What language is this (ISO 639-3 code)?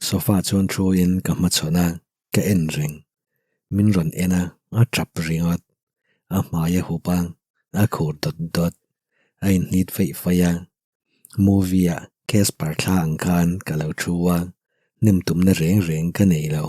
lus